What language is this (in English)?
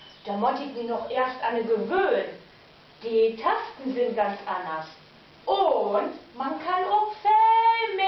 Low German